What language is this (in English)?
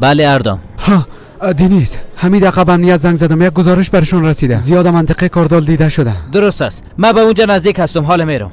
Persian